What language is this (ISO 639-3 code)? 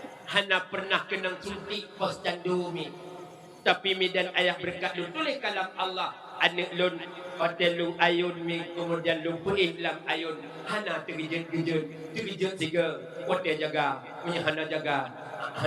ace